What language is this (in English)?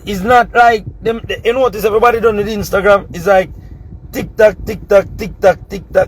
Jamaican Creole English